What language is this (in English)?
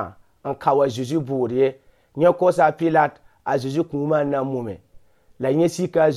Mossi